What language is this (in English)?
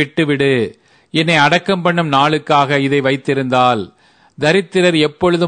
Tamil